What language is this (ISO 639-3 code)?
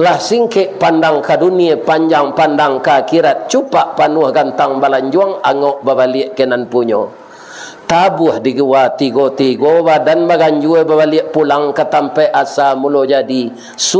min